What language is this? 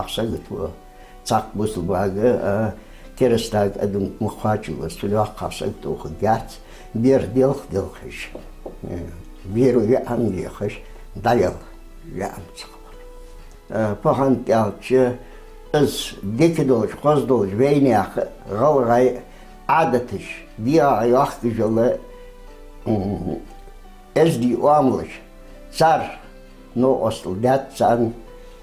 Ingush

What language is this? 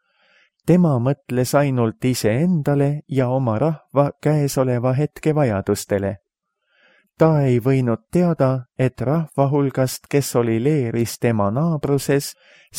Estonian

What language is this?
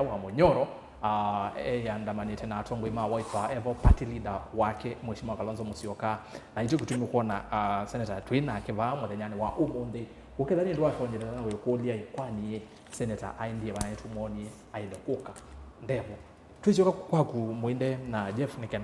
Kamba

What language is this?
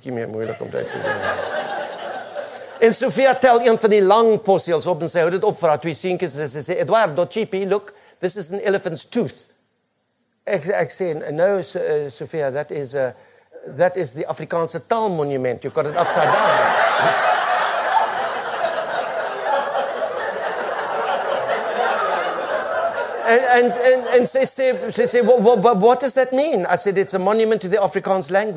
Afrikaans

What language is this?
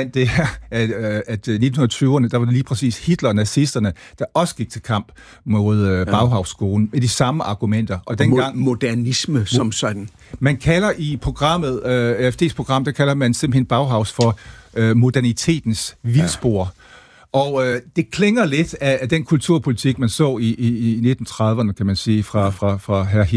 Danish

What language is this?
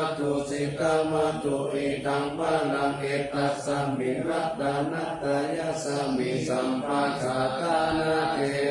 Pali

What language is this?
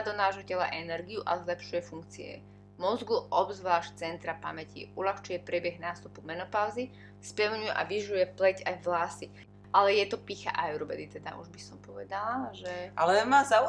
Slovak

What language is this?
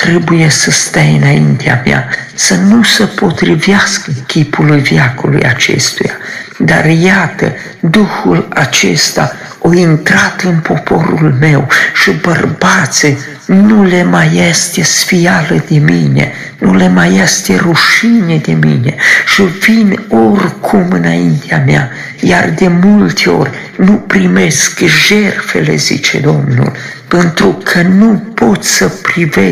Romanian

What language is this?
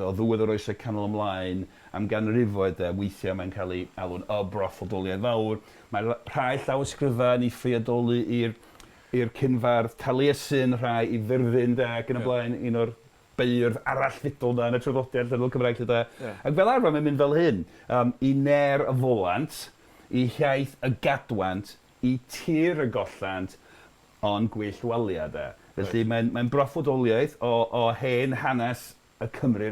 Welsh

